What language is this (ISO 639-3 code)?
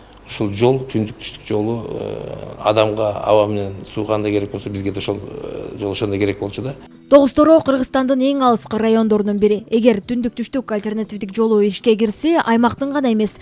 kir